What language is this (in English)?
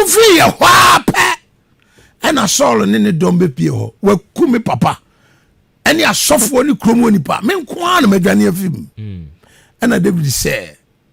Akan